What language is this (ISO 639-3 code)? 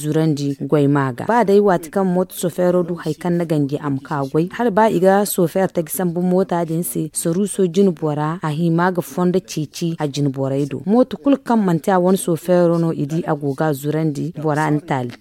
dje